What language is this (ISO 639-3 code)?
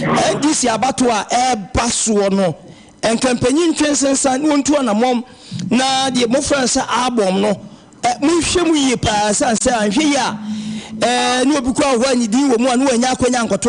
aka